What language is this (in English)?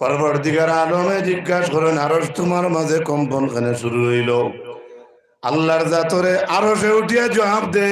Sylheti